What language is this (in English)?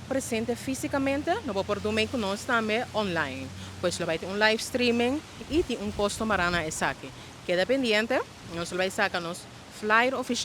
Papiamento